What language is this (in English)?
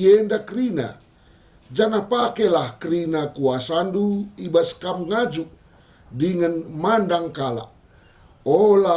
Batak Karo